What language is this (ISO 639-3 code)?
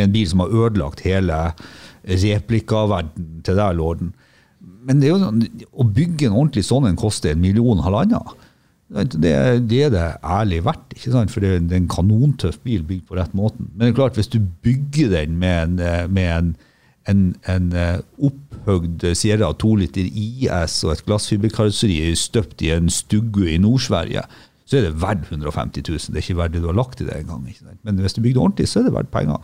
nor